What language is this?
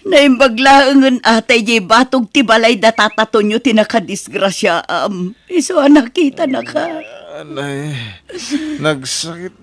Iloko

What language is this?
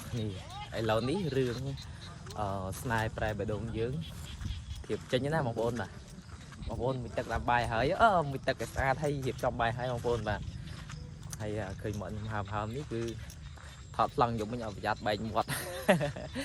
Khmer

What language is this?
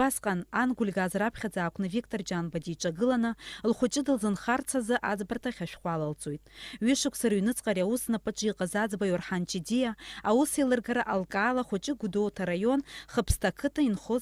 Abkhazian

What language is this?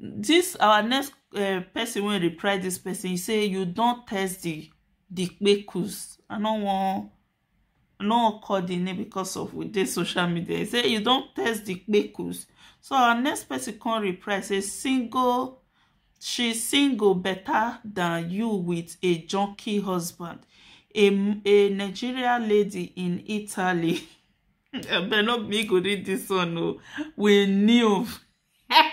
Nigerian Pidgin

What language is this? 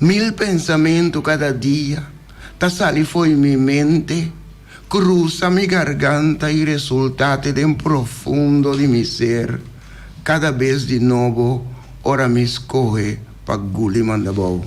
Papiamento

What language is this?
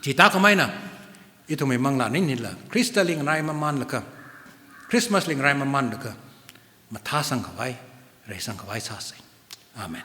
Tangkhul Naga (India)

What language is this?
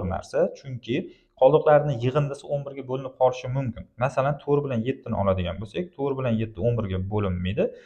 Uzbek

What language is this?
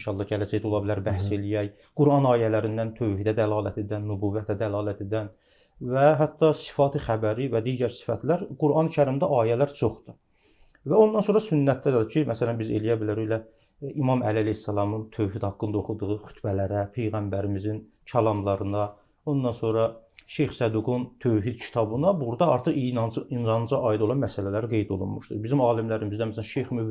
Azerbaijani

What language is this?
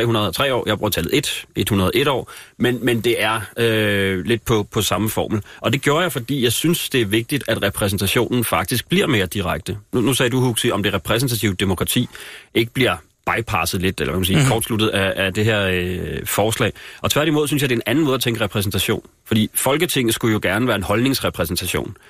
Danish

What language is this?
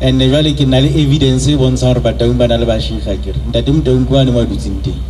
Southern Sotho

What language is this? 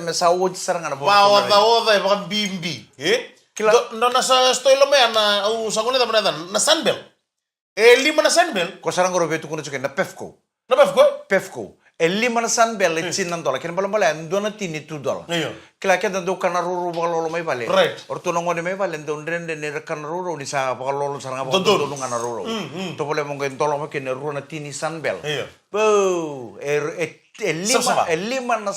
Fijian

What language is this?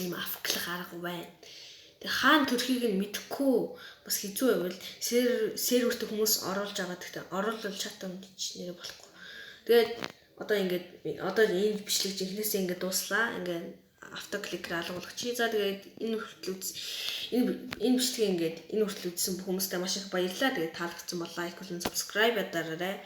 Mongolian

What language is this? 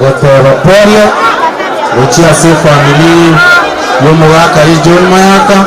Gusii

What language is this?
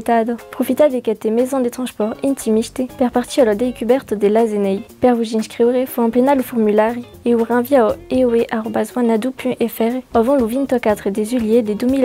Occitan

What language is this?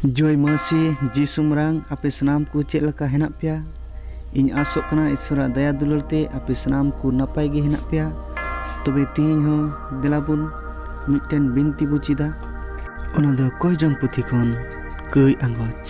Santali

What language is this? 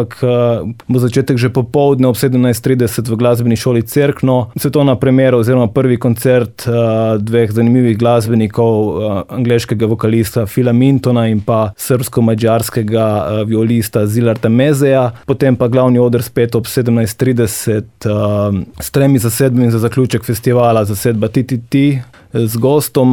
Slovenian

